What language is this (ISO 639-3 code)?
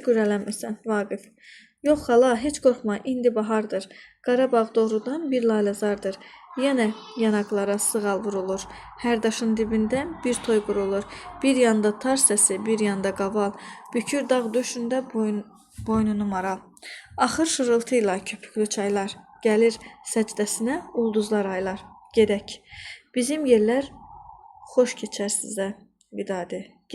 aze